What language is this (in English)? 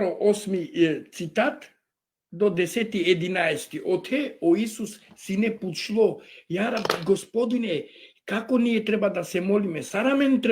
Balkan Romani